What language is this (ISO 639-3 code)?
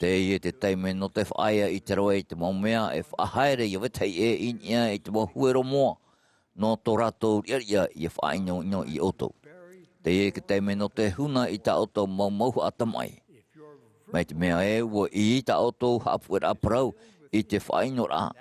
tah